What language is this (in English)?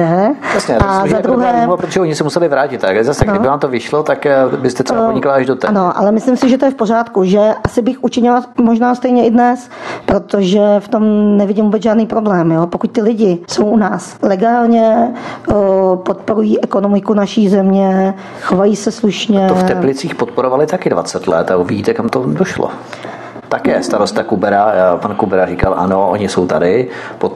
Czech